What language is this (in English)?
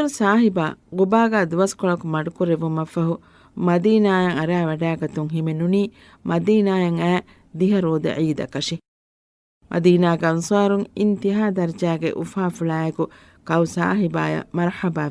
Divehi